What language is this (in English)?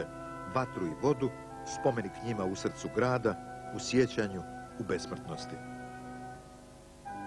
Croatian